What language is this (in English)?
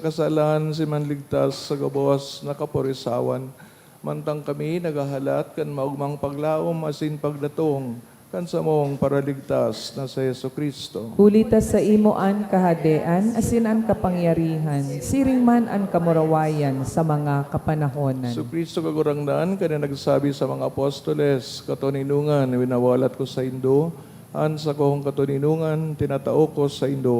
Bikol